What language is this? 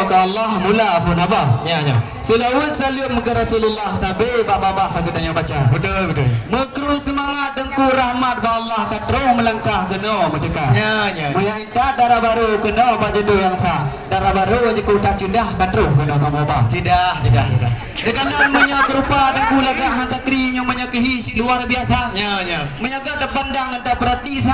Achinese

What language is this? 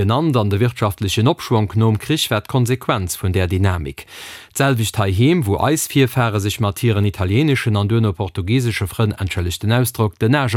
Luxembourgish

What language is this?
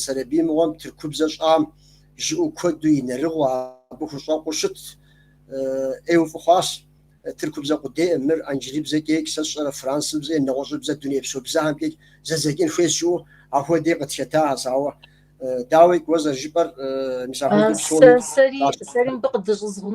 Kabardian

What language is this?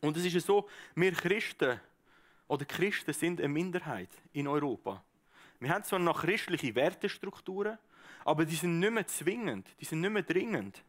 Swiss German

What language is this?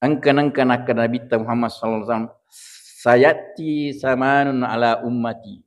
Buginese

